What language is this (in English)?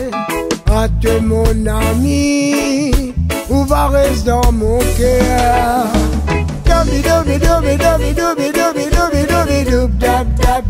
Réunion Creole French